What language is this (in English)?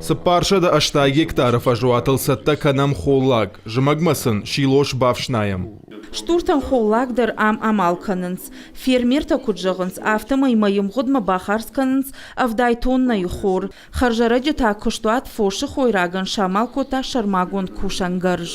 Ossetic